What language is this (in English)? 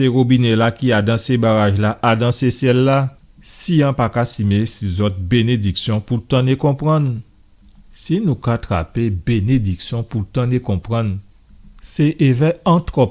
Guadeloupean Creole French